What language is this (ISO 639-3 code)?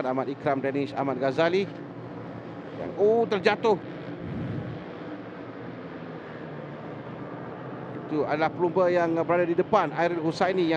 msa